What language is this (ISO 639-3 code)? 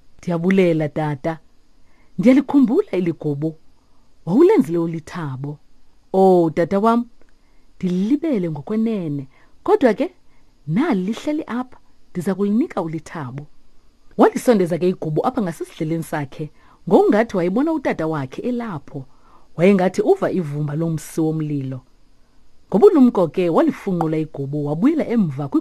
xho